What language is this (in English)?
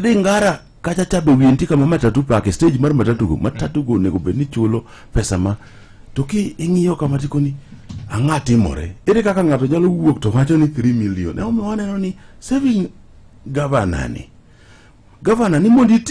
Luo (Kenya and Tanzania)